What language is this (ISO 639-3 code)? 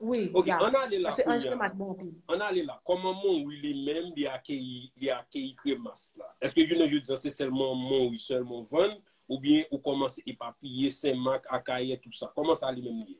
hat